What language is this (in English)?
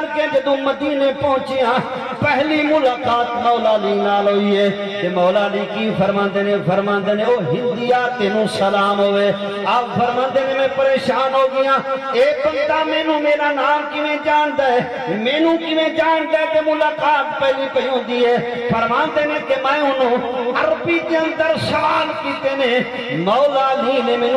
Saraiki